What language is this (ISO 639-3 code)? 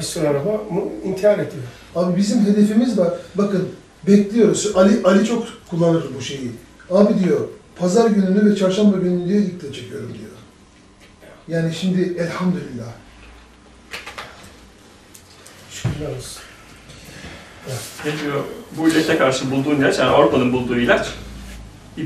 tur